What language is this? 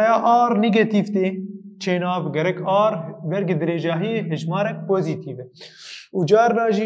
Kurdish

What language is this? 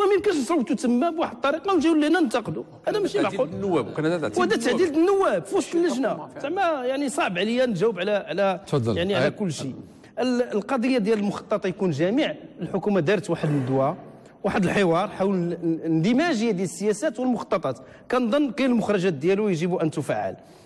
Moroccan Arabic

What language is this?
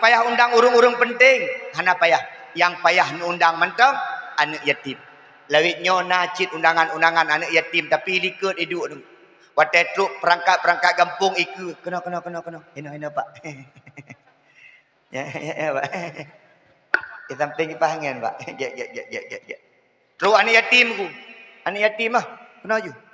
Achinese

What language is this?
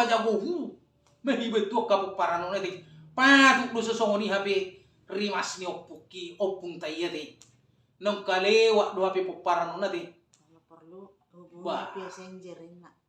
Batak Toba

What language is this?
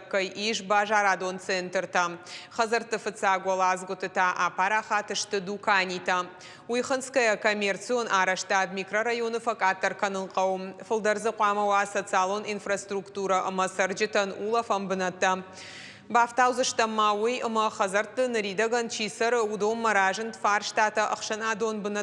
Ossetic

